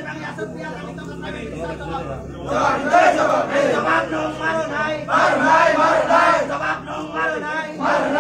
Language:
Kok Borok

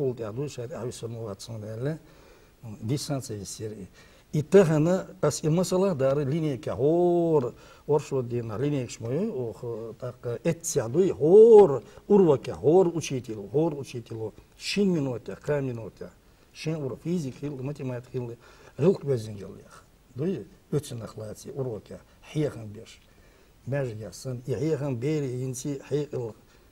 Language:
Chechen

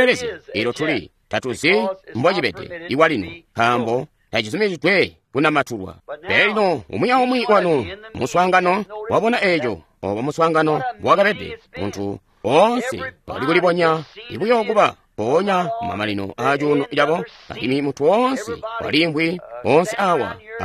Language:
Tonga (Zambia)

